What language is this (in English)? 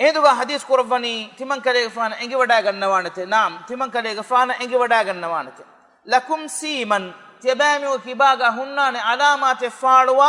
Divehi